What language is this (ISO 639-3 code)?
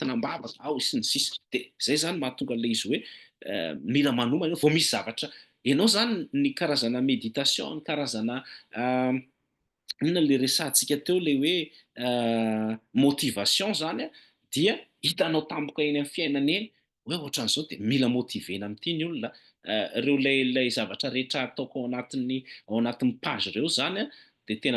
mlg